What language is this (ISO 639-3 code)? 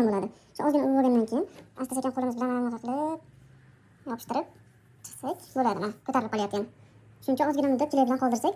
uzb